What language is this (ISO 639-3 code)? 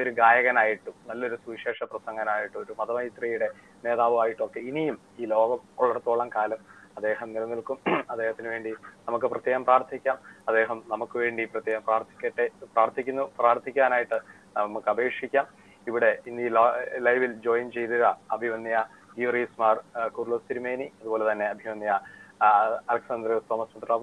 mal